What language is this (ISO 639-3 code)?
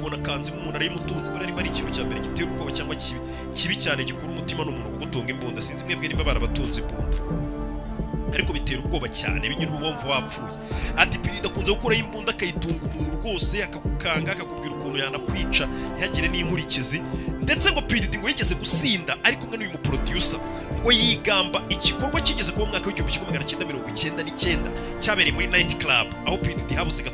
kin